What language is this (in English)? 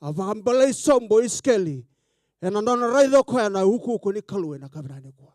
Fijian